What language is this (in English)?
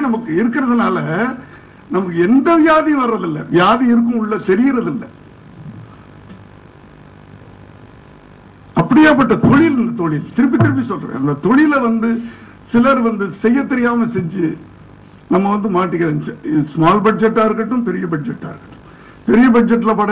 Tamil